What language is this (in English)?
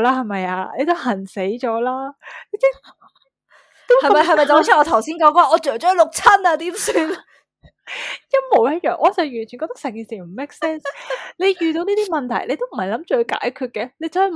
Cantonese